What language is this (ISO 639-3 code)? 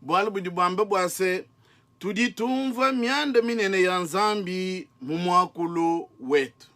lua